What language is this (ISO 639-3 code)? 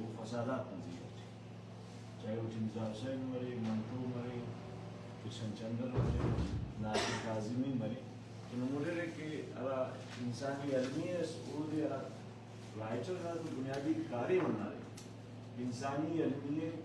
brh